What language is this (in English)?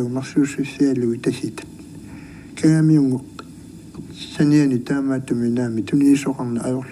Kalaallisut